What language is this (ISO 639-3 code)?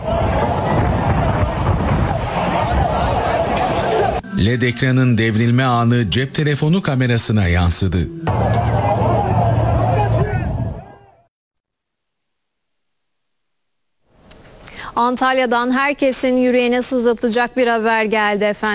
tur